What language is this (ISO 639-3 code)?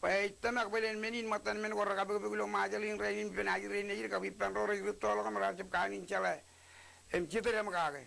mah